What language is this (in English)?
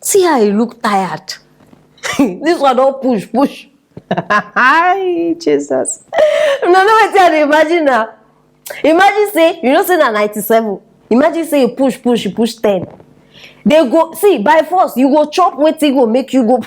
Nigerian Pidgin